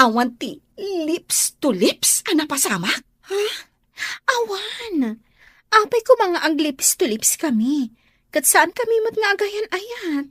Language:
Iloko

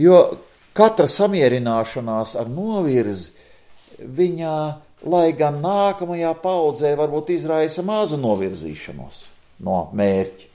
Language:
Latvian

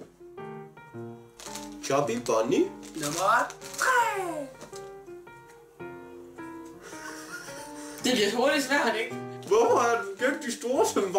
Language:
Danish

